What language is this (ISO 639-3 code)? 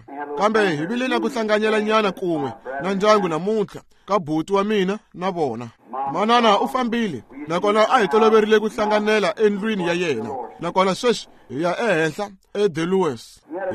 tso